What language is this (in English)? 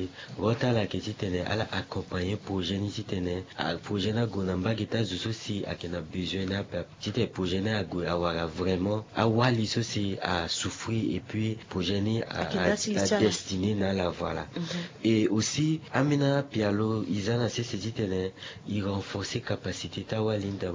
Sango